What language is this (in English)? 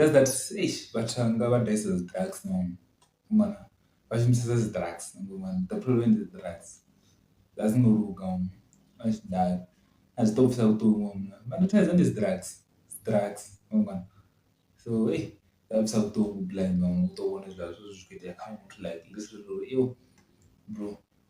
Venda